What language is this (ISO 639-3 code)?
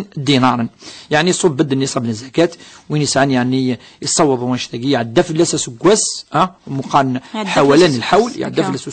kab